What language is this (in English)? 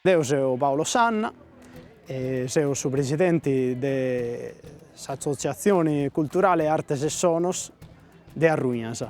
Sardinian